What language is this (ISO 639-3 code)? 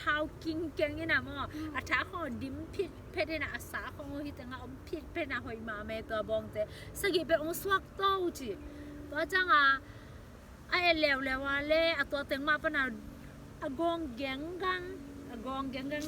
ctd